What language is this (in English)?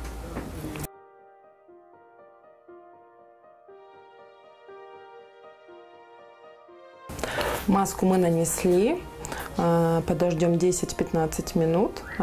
Russian